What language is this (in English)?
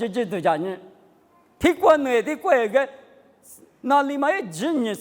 Lisu